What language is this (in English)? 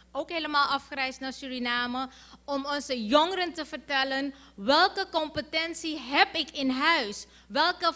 Dutch